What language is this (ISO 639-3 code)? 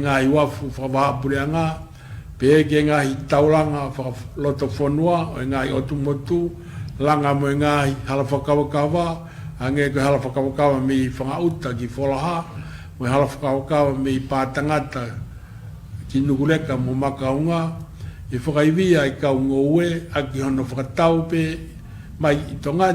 ton